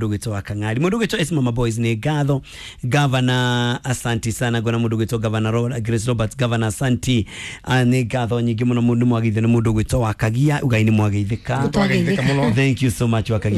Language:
Kikuyu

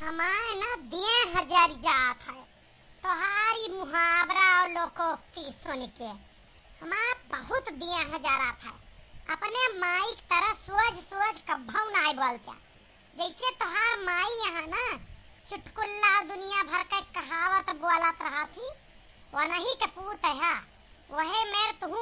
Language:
Awadhi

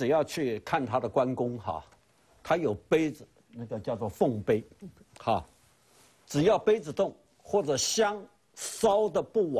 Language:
Chinese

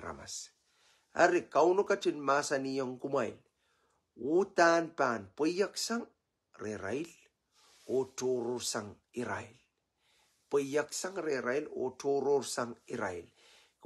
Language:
Pohnpeian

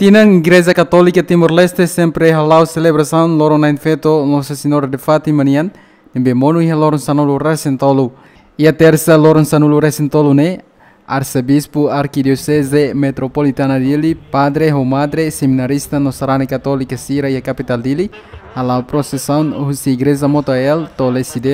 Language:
Tetum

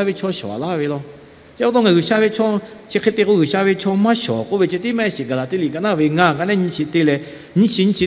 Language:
Lahu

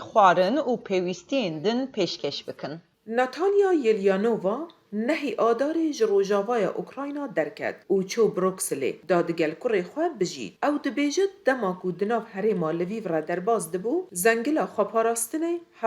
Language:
Kurdish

